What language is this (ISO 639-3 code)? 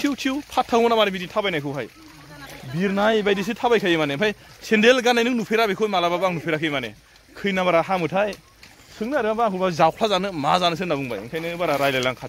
brx